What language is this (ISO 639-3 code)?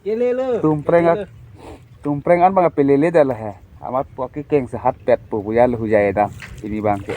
mjw